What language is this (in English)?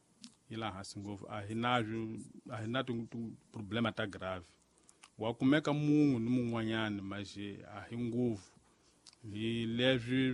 Tsonga